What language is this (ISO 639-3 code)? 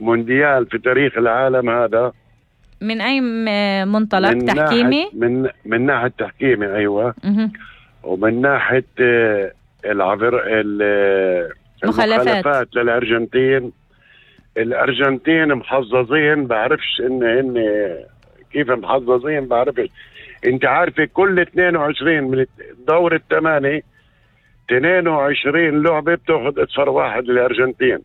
apc